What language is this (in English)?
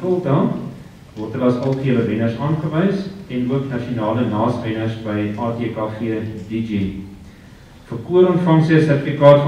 Afrikaans